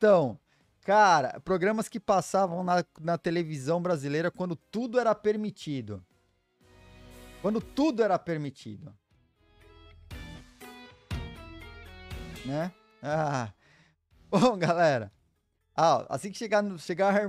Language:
Portuguese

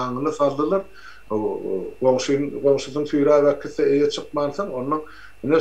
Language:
Turkmen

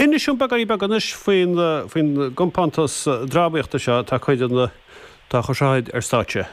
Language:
Irish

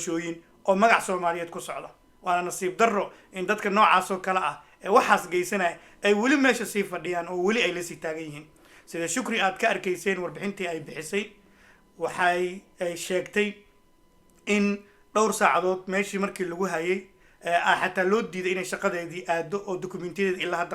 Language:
Somali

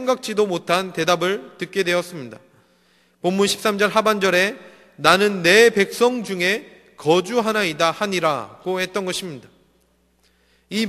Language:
Korean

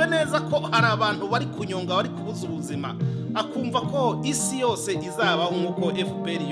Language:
Kinyarwanda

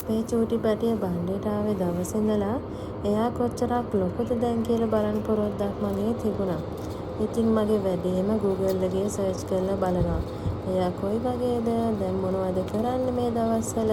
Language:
Sinhala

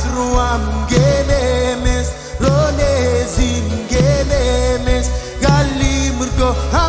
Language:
Marshallese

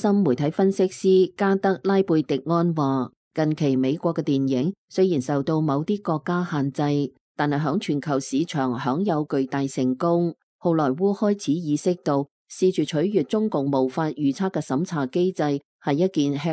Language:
Cantonese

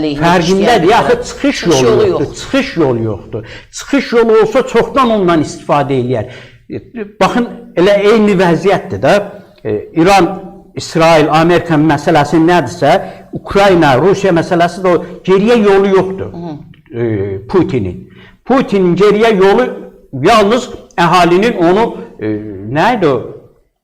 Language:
Azerbaijani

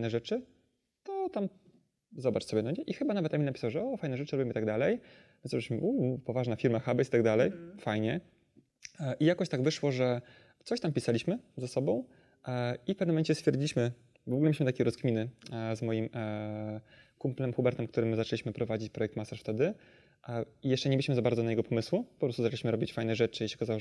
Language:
Polish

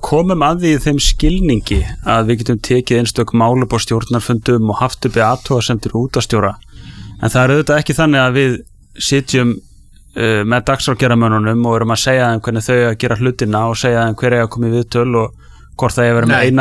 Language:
Icelandic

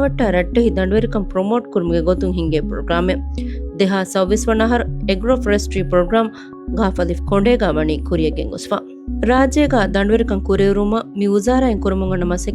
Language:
Divehi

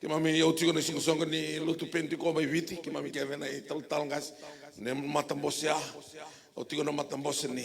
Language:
Fijian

